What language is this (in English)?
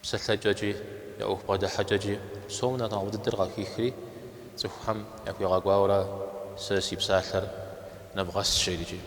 Kabardian